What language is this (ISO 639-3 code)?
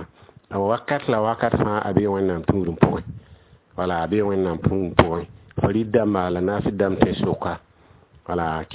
mos